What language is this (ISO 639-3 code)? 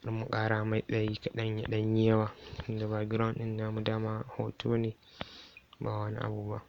hau